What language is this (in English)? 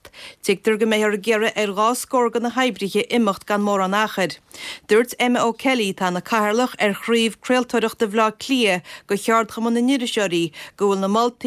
Irish